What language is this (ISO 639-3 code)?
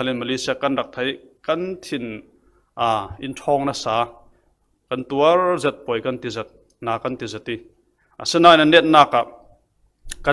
cfm